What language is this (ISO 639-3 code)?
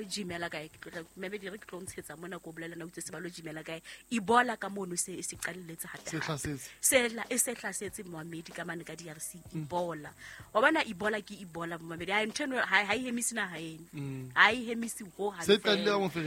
sot